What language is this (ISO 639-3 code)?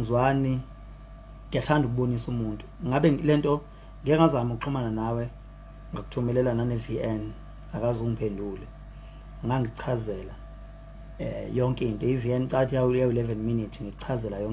zul